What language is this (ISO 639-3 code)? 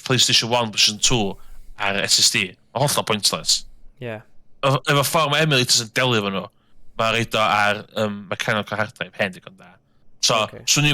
cym